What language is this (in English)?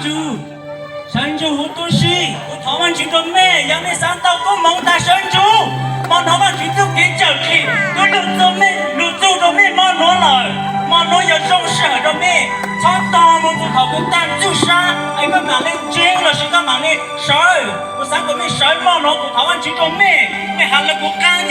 Hmong